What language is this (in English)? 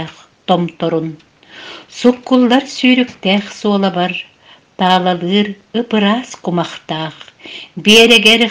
Yakut